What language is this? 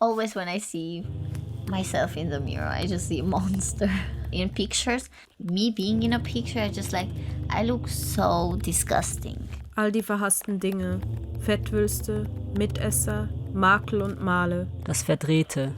Swiss German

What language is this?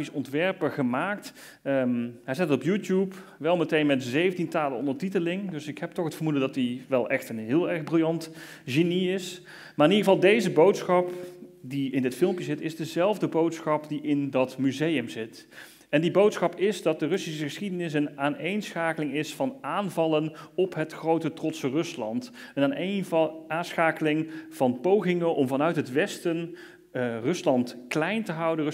Dutch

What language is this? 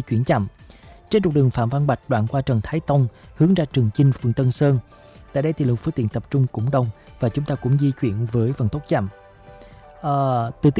Vietnamese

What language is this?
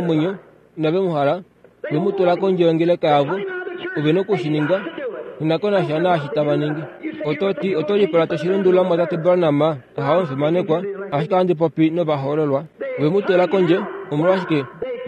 Kuanyama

